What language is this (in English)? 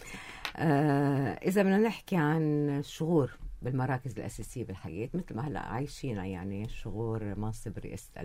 North Levantine Arabic